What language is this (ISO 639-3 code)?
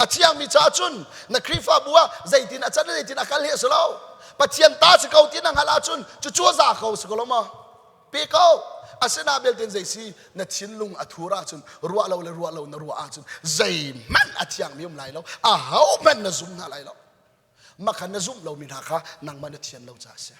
cnh